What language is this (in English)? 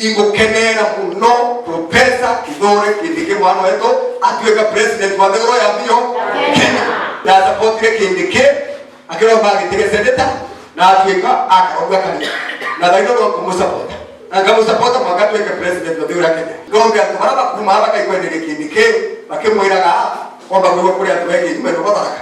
Meru